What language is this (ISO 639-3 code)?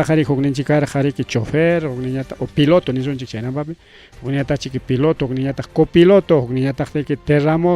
quy